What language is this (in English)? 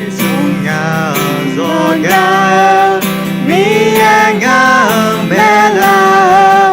Akha